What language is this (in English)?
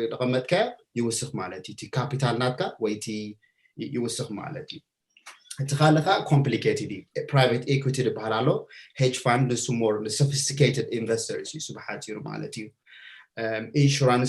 Tigrinya